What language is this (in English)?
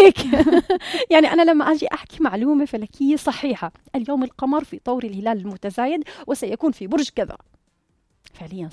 North Levantine Arabic